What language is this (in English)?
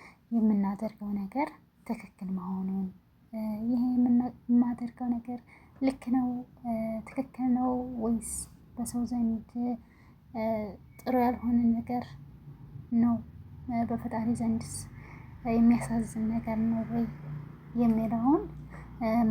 Amharic